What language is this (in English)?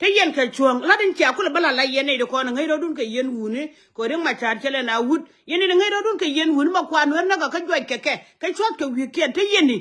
Nuer